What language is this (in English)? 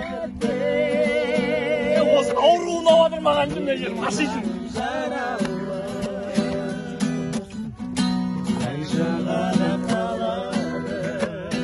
Kazakh